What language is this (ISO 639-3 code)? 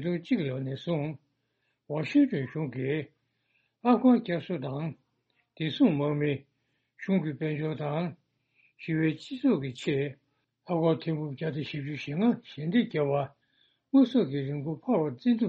bod